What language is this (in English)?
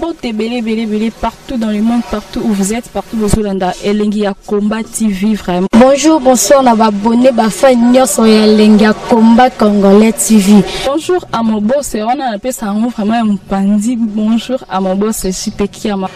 Lingala